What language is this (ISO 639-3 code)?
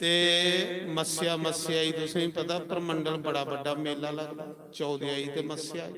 doi